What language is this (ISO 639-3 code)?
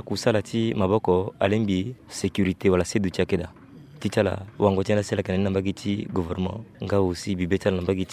sag